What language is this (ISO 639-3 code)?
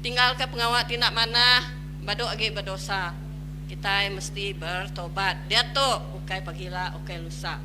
iba